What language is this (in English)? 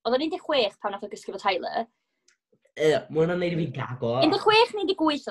Welsh